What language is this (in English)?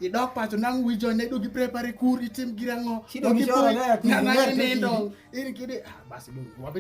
Alur